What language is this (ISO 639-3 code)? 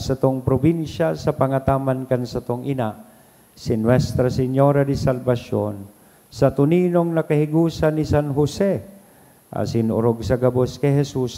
bik